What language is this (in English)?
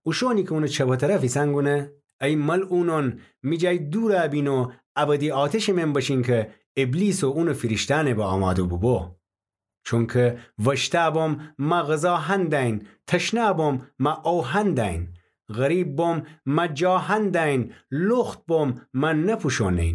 Gilaki